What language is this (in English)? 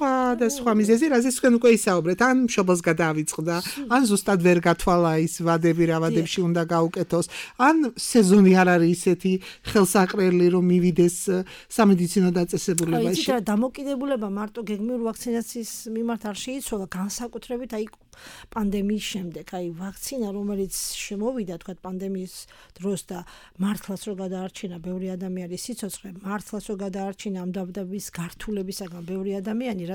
Georgian